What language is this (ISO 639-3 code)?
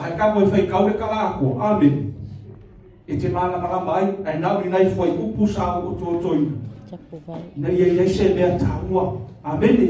smo